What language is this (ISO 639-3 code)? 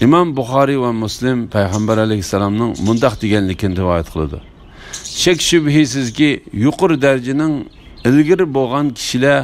uig